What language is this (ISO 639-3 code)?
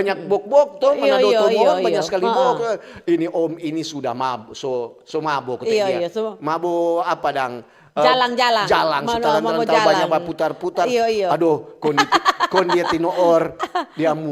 xmm